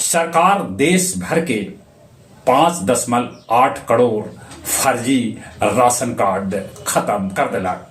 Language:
Magahi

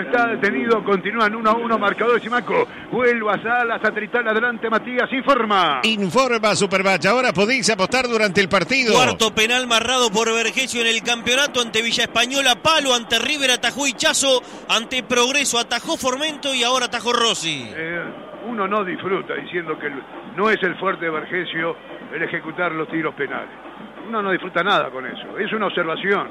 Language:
Spanish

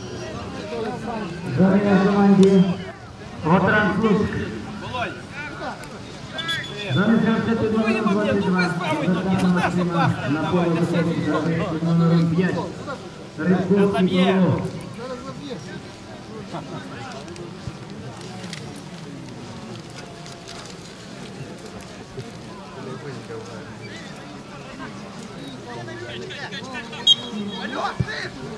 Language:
Ukrainian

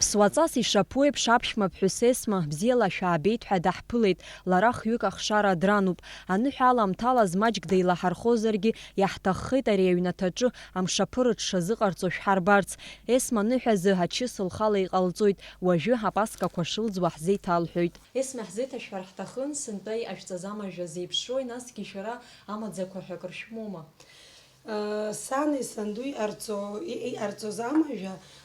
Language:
Abkhazian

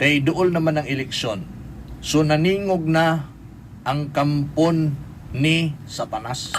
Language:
Cebuano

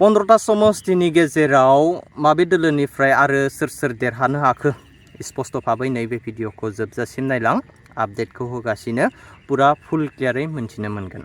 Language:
Bodo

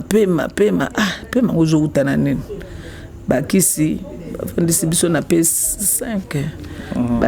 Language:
Lingala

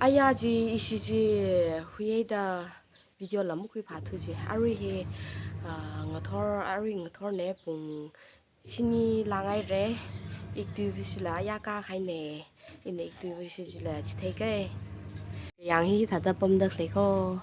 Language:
Tangkhul Naga (India)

